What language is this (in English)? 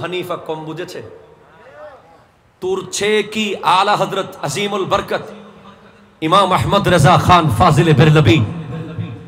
Bangla